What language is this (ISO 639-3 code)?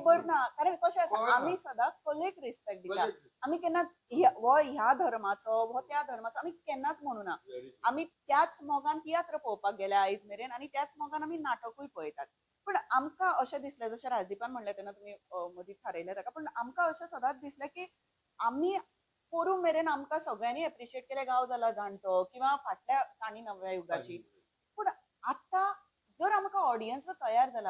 kok